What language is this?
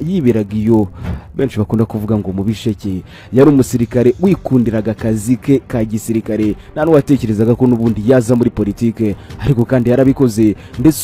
Kinyarwanda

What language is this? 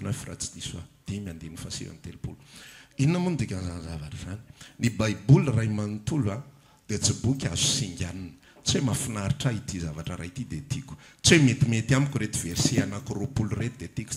Malagasy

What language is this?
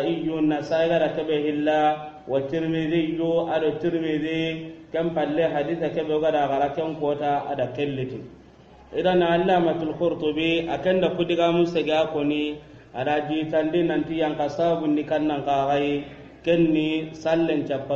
Soninke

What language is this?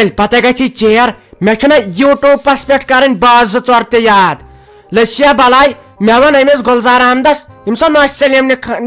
Kashmiri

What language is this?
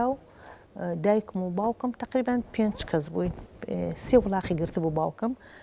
Central Kurdish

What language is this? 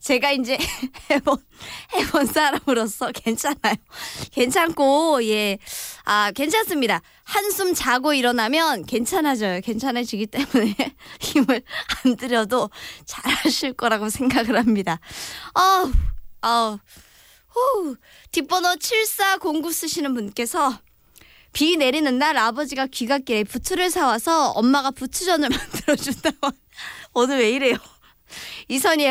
Korean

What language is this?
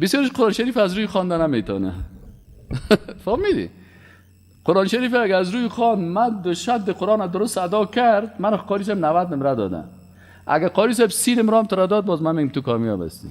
Persian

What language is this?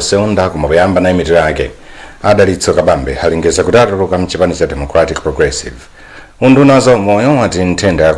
Nyanja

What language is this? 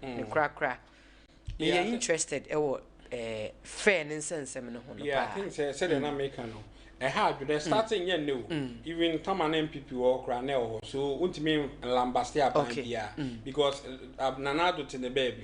Akan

